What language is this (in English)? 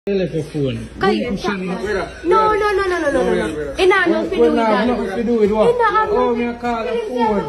Jamaican Creole English